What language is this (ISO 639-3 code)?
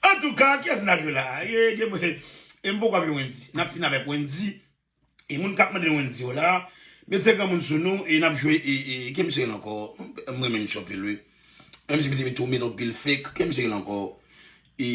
hat